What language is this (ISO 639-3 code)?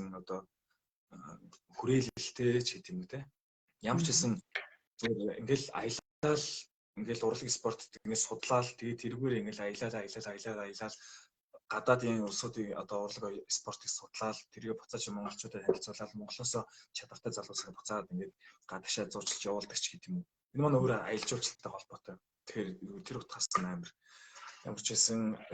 mon